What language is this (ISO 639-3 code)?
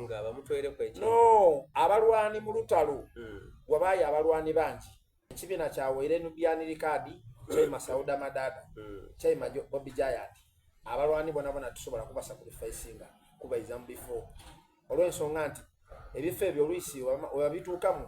xog